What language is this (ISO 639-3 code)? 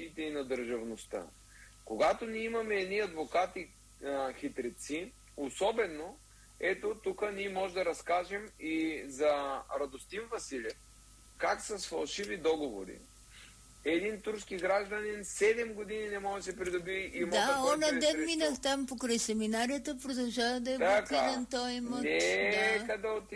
bul